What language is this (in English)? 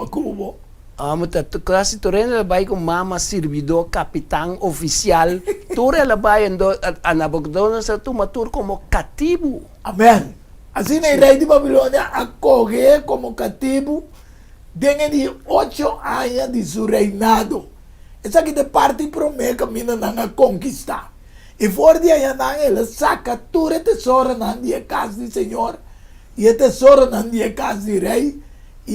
Papiamento